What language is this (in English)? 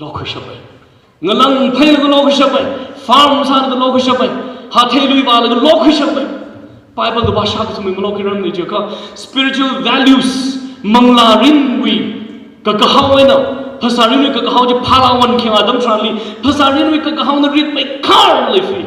Tangkhul Naga (India)